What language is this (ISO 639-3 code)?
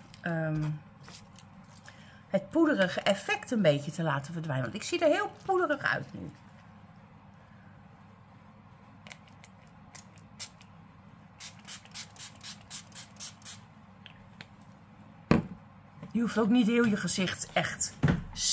nld